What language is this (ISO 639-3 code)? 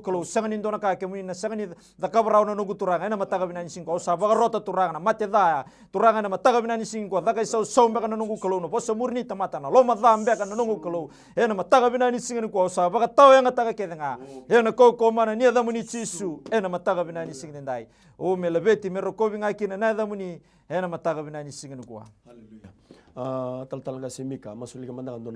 fij